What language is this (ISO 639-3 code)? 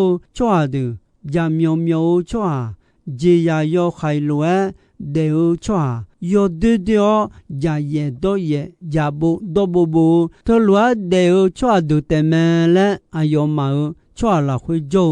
ahk